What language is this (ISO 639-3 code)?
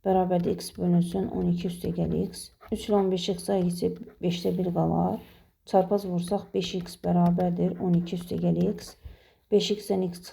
aze